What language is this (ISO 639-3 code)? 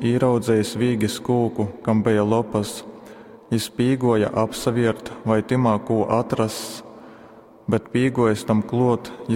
ltg